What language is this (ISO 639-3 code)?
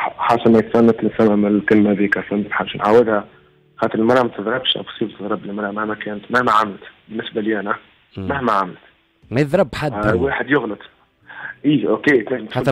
aeb